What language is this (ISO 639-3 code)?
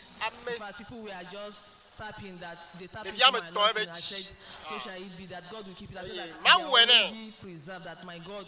ewe